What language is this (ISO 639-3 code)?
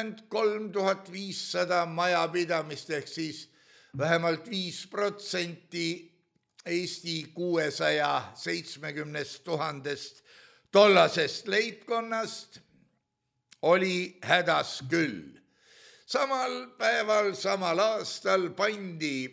est